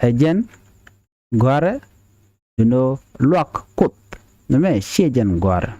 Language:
Nuer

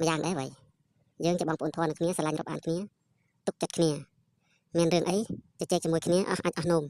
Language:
Khmer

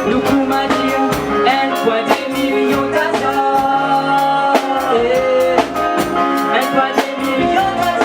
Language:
Morisyen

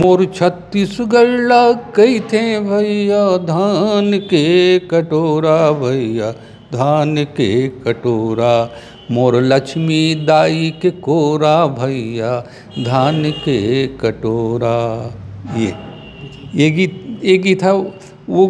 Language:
Chhattisgarhi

